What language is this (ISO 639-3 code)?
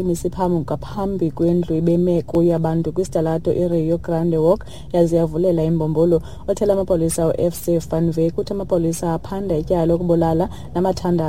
xho